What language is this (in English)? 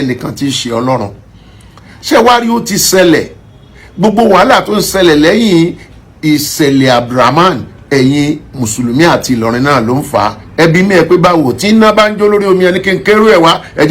Yoruba